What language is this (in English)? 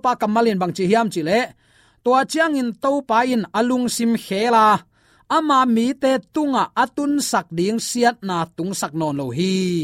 Tedim Chin